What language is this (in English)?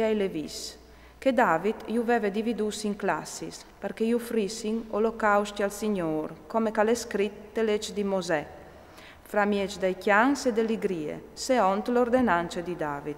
Friulian